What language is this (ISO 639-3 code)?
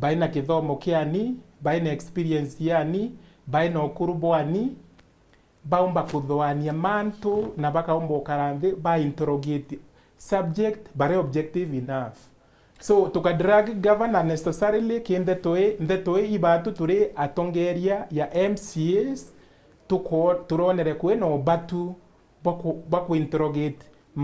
mer